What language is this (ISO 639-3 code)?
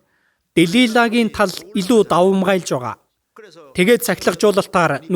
mon